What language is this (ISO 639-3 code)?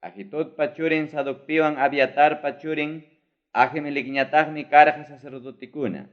quy